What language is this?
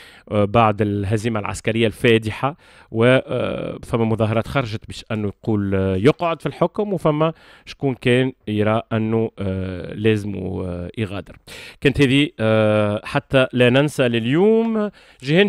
Tunisian Arabic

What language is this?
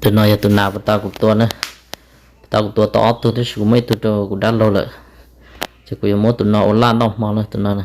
Hmong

